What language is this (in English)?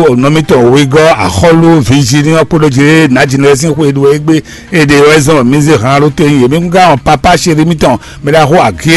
Fon